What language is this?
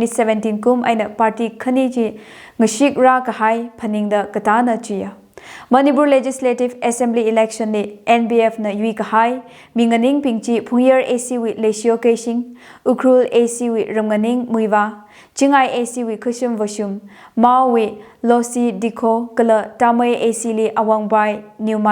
Tangkhul Naga (India)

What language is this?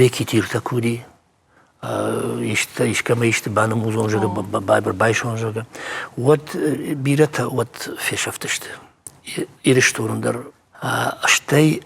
Ossetic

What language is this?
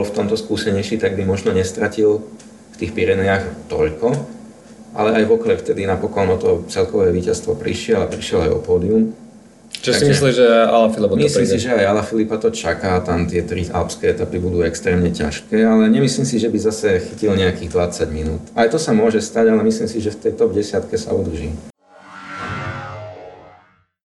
Slovak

